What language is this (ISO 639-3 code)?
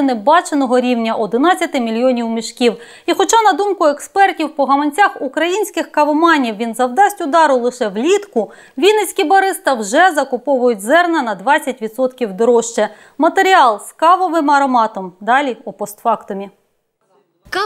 ukr